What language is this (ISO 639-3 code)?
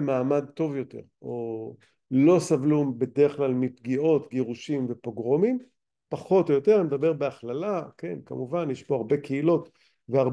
heb